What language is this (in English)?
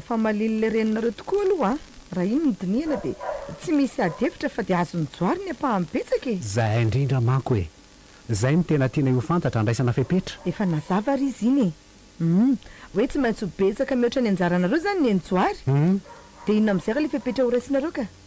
Malagasy